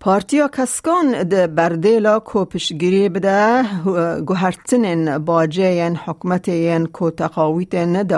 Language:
Kurdish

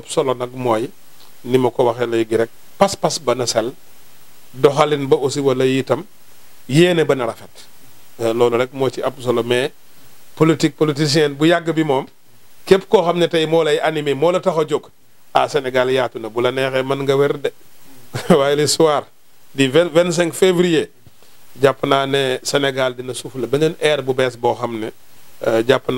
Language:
Wolof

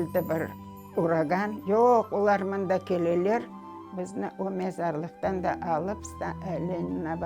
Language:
Crimean Tatar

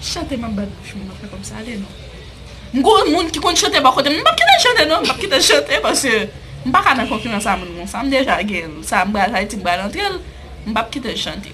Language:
Haitian Creole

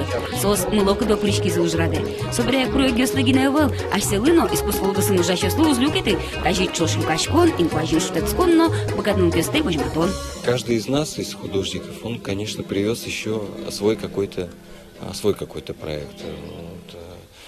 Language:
Udmurt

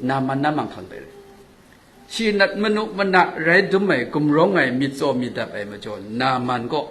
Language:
Kachin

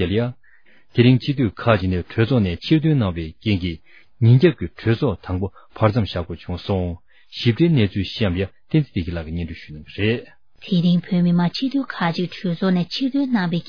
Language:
Tibetan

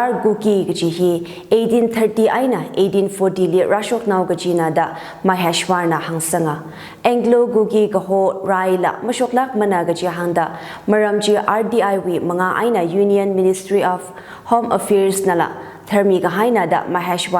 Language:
Tangkhul Naga (India)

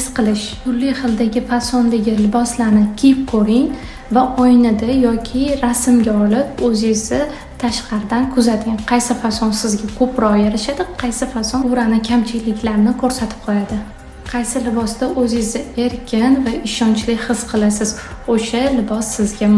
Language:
Uzbek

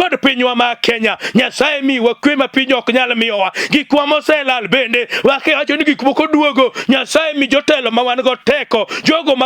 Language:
Luo (Kenya and Tanzania)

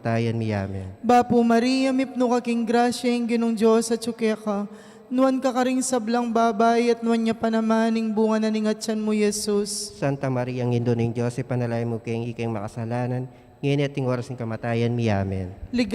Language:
Pampanga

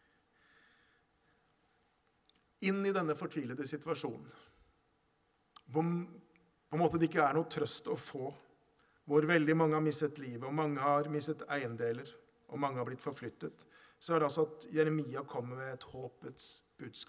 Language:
Norwegian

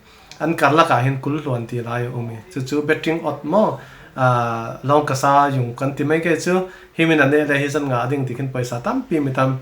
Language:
Falam Chin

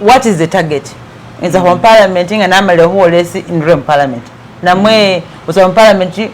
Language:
Masaaba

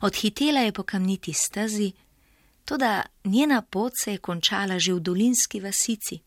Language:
Slovenian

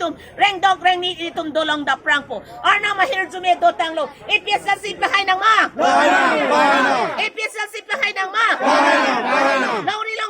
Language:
Karbi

